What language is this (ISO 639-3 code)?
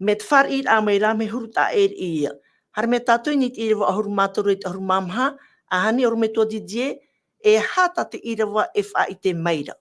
tah